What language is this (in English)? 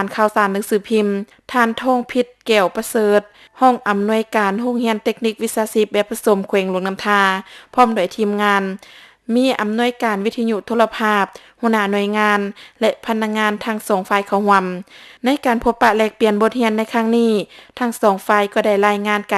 Lao